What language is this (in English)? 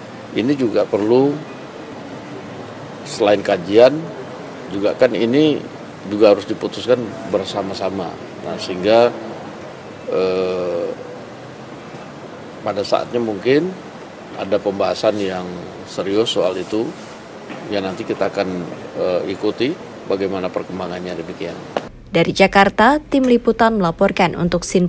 Indonesian